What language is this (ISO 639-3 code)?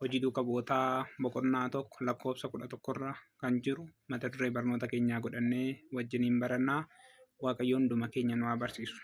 orm